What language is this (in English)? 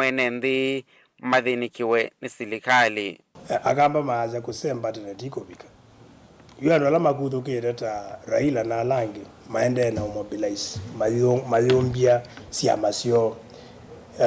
Kamba